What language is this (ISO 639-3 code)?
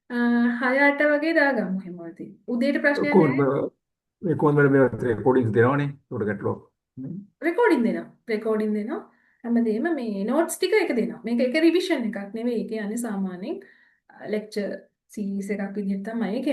sin